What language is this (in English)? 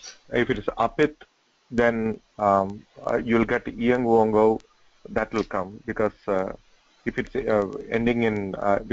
Sanskrit